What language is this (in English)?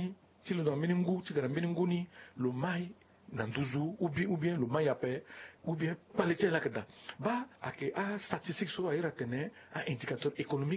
Sango